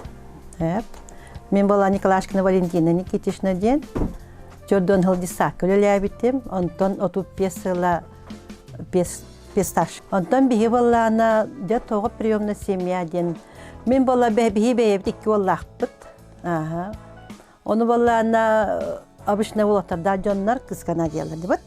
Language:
Yakut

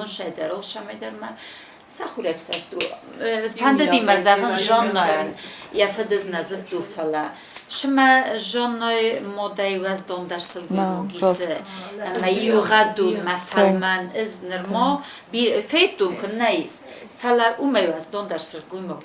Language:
Ossetic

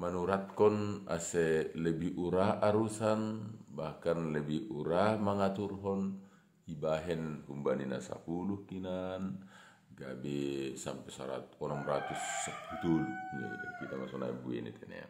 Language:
Batak Simalungun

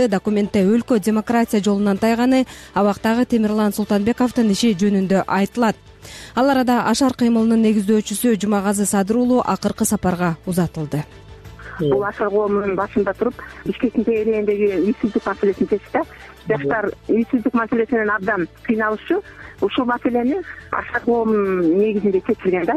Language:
Kyrgyz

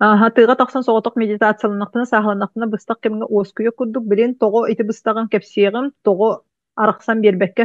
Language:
Yakut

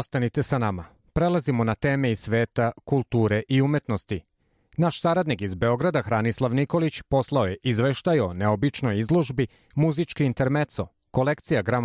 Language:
Serbian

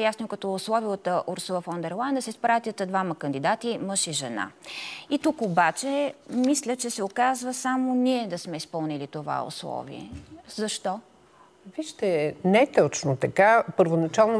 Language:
Bulgarian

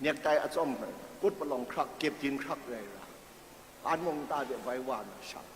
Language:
Kachin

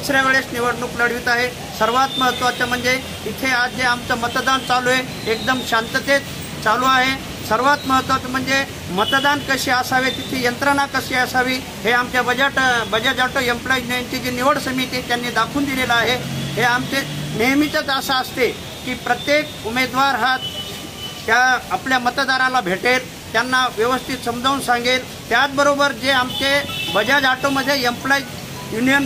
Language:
Marathi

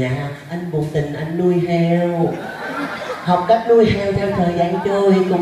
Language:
Vietnamese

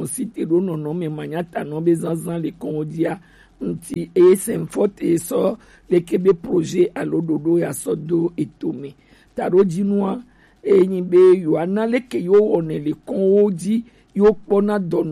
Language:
Gen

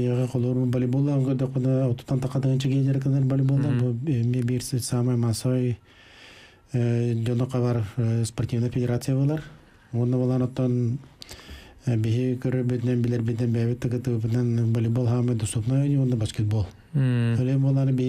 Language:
Yakut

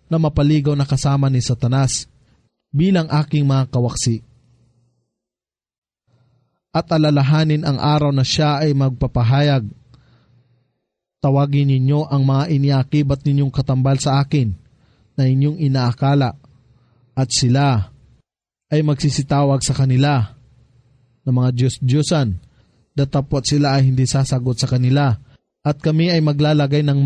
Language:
Filipino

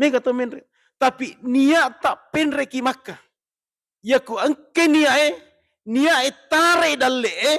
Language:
Buginese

